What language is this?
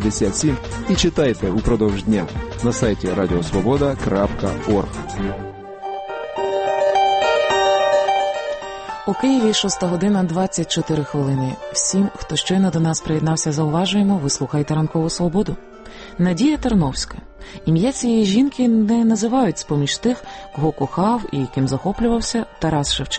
Ukrainian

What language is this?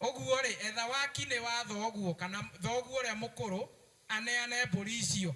Kikuyu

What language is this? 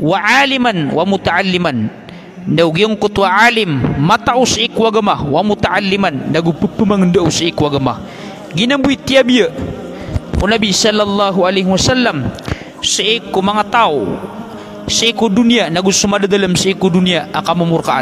Maranao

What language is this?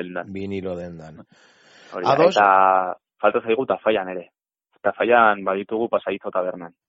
Basque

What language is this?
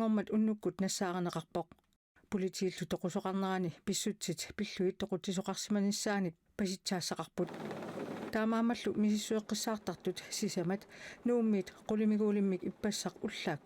Kalaallisut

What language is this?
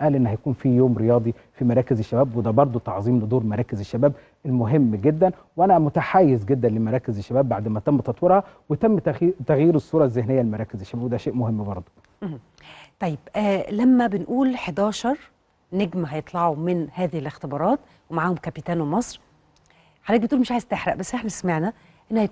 Egyptian Arabic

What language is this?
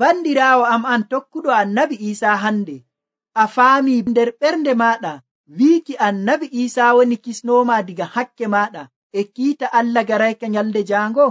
Nigerian Fulfulde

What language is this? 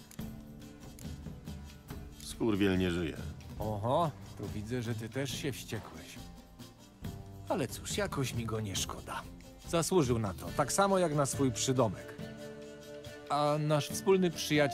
Polish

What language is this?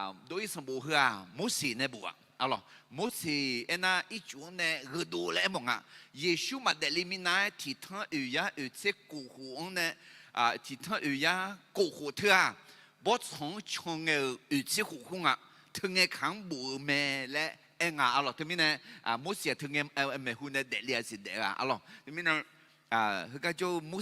Akha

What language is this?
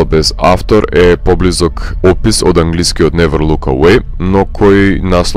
Macedonian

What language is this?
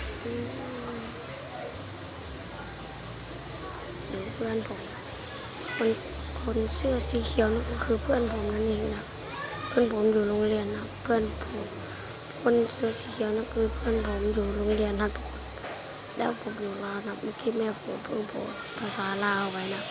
Lao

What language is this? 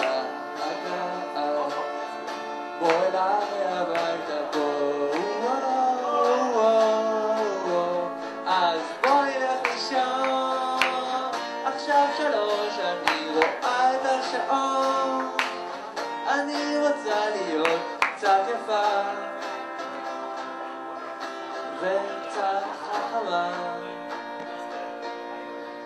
Hebrew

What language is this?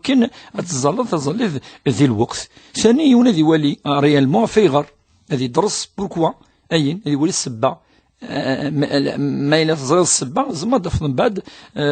Kabyle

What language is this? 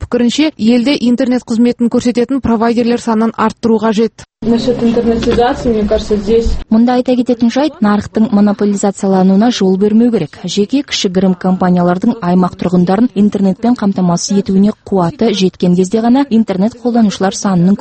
Kazakh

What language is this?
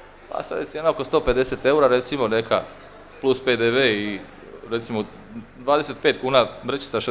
Croatian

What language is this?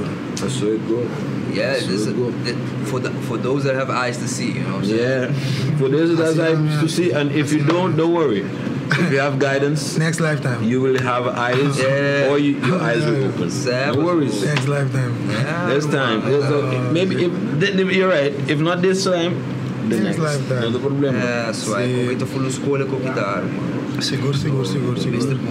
Papiamento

